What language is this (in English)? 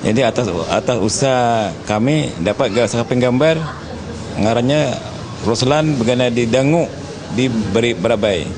Banjar